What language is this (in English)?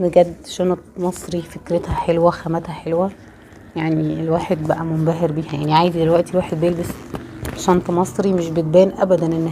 Egyptian Arabic